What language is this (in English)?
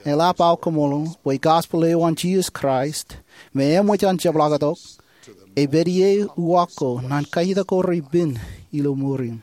Marshallese